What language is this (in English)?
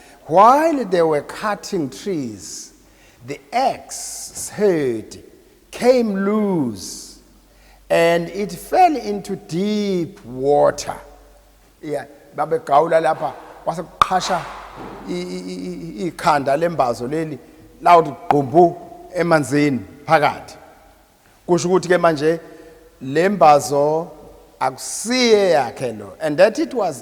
Zulu